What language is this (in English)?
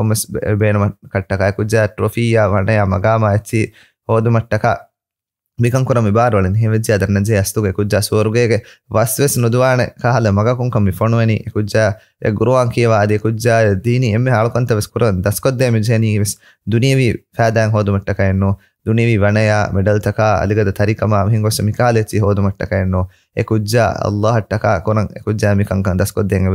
Divehi